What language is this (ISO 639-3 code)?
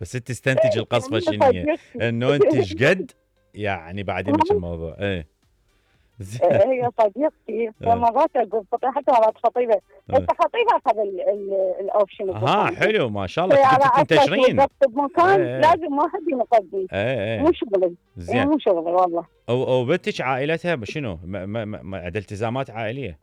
acm